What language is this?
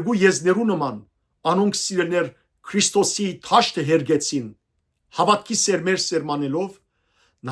Western Armenian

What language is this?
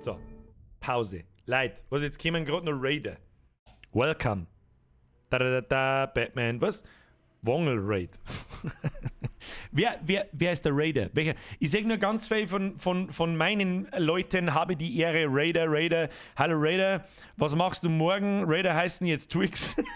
Bavarian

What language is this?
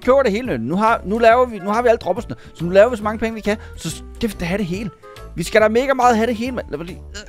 Danish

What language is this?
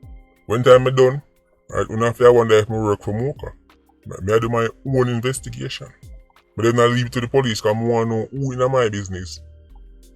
Jamaican Creole English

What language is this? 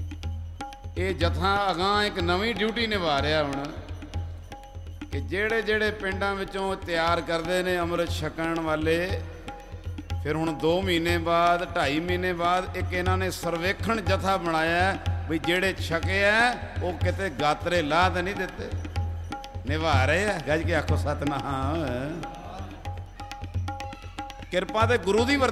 Punjabi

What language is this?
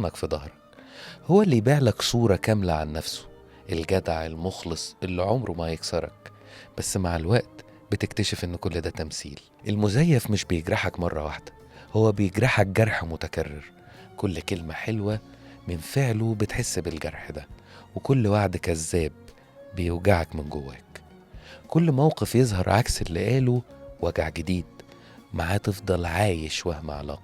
Egyptian Arabic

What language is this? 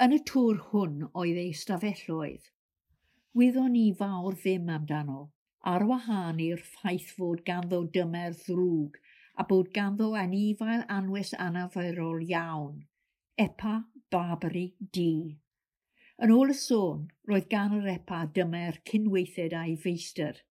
Welsh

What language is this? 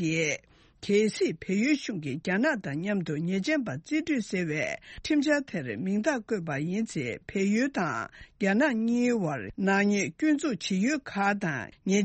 Tibetan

